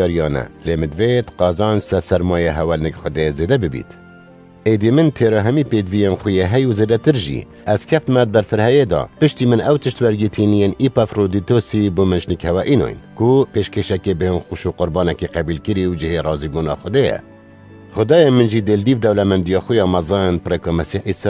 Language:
Kurdish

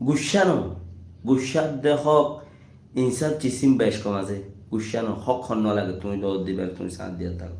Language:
Rohingya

